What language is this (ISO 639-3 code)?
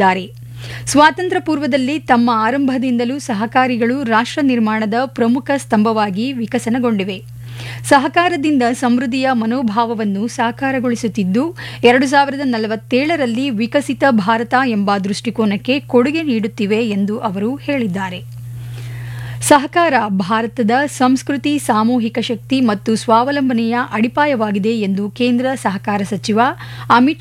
kan